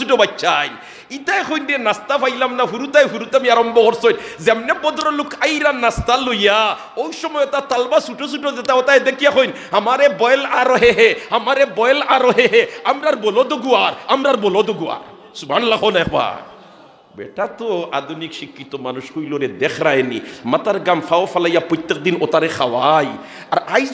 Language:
Sylheti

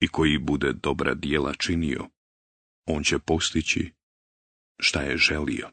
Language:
Bosnian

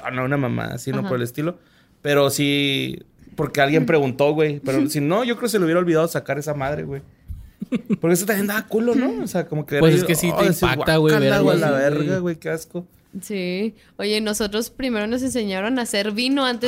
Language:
Spanish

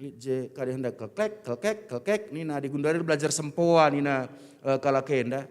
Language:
Batak Karo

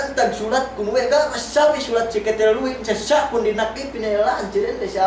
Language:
Yakan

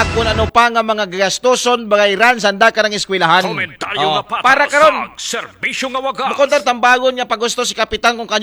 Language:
Aklanon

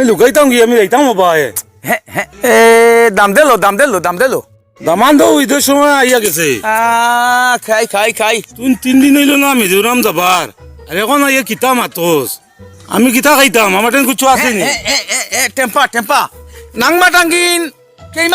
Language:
Sylheti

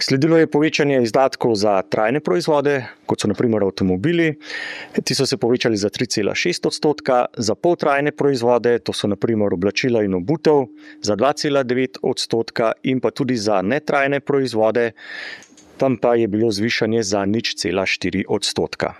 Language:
Slovenian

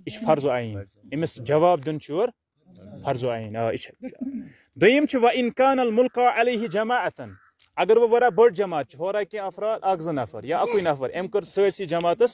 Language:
Kashmiri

